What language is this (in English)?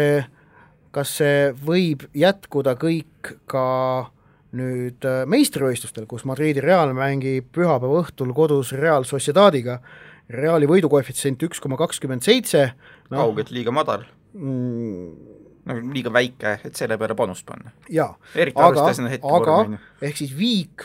Estonian